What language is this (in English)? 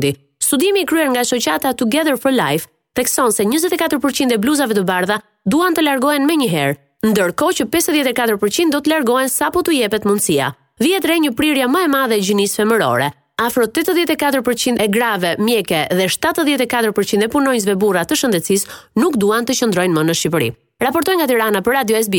Albanian